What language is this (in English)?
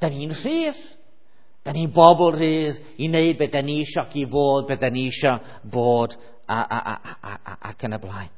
Welsh